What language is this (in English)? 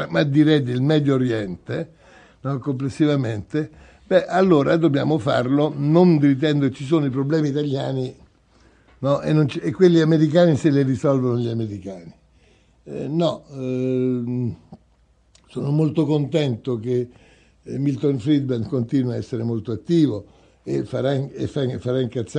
Italian